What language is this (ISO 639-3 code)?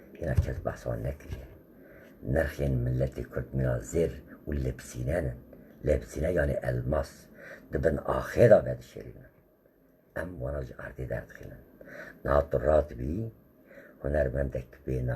kur